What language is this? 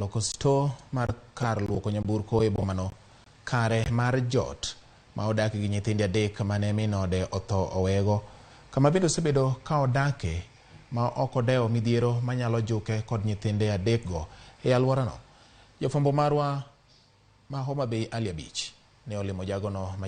Luo (Kenya and Tanzania)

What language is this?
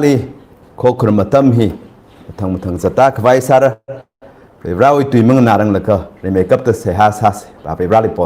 Tangkhul Naga (India)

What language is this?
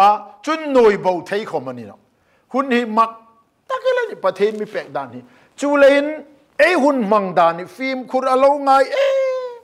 Hmar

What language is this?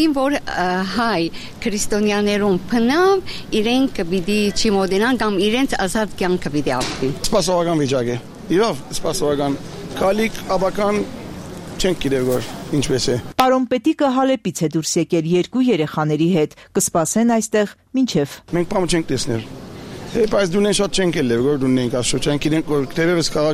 Armenian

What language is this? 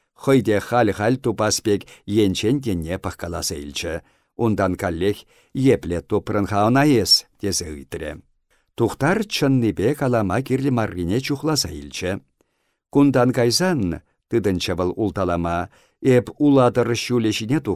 Chuvash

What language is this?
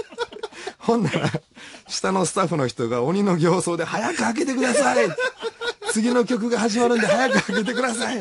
Japanese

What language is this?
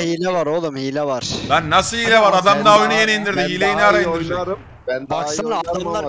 Turkish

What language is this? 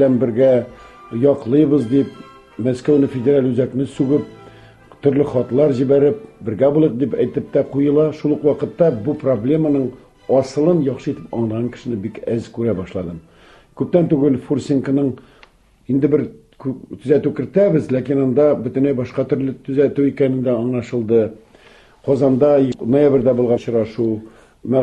Tatar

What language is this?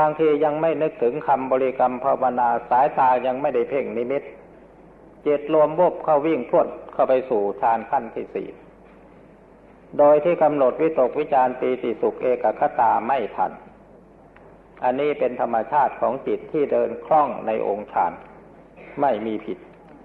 Thai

